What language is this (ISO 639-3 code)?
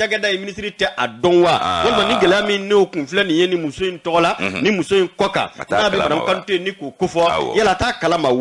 bam